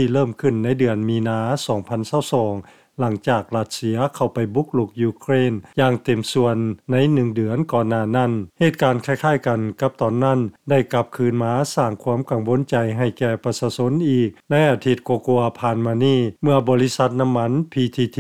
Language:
Lao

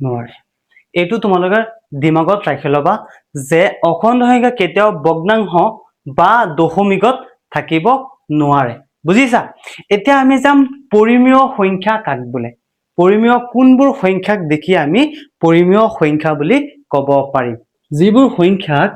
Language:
Assamese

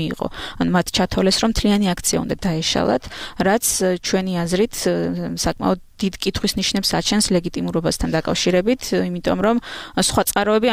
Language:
Georgian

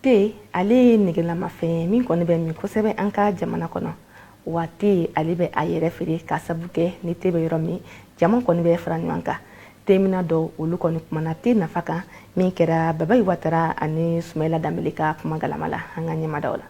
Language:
Bambara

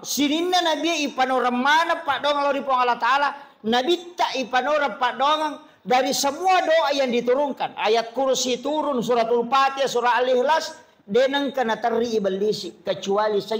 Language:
Buginese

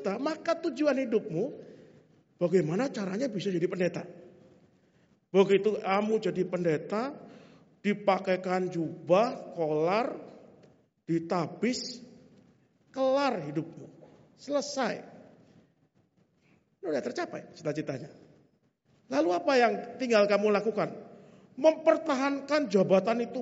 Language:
Indonesian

